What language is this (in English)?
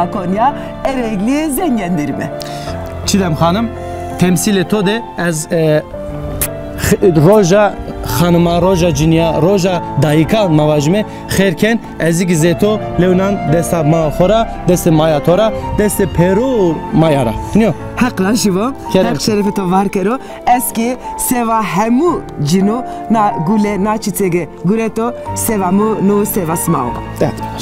Zaza